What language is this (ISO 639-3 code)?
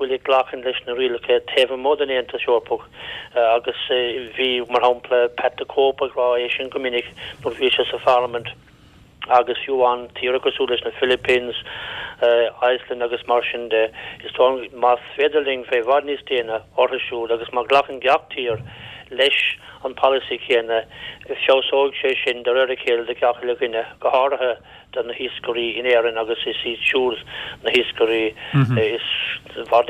gle